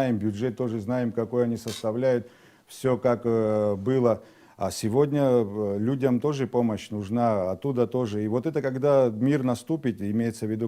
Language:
Abkhazian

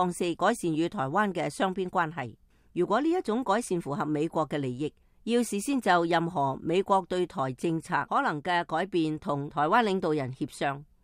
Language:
Cantonese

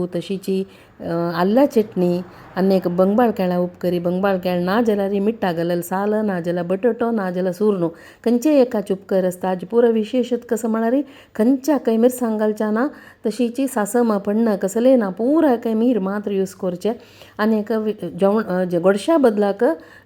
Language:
Konkani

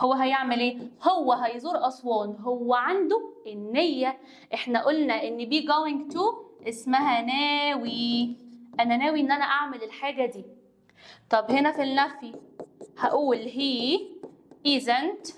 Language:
Egyptian Arabic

